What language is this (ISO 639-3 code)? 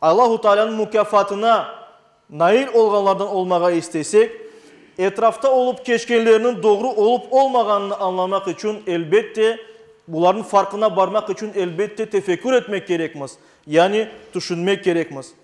crh